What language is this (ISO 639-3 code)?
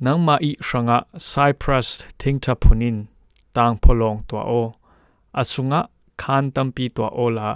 cfm